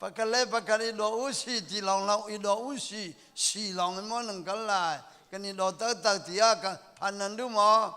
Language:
Hakha Chin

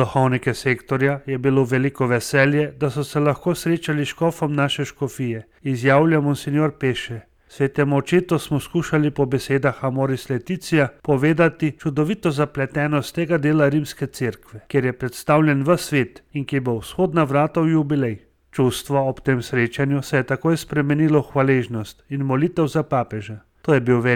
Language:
Slovenian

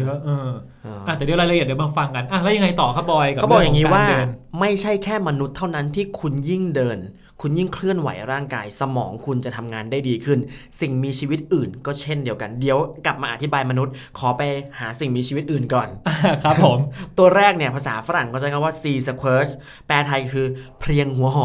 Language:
Thai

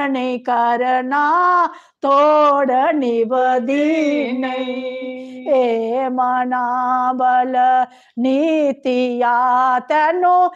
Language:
Dogri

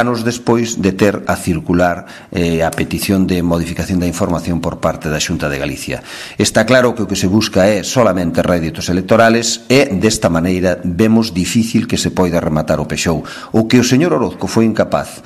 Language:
Galician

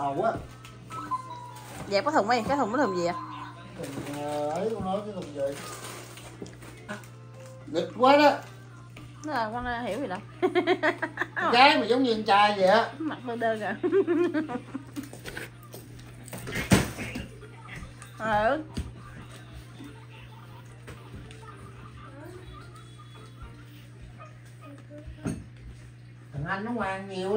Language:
Vietnamese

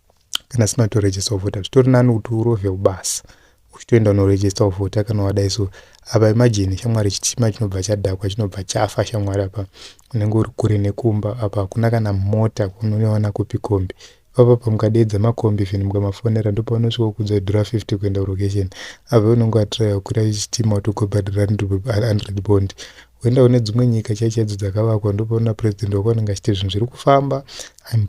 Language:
Shona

